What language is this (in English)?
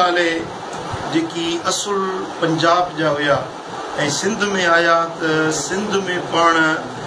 Sindhi